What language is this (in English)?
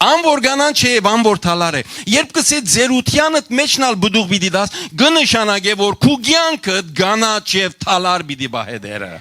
Western Armenian